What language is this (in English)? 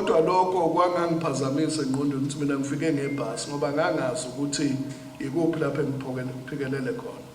Zulu